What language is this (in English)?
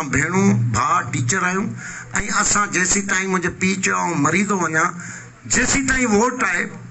Sindhi